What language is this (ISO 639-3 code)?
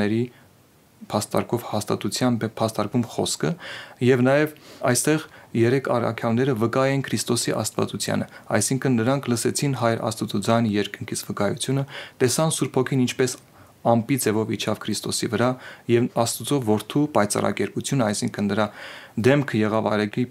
hye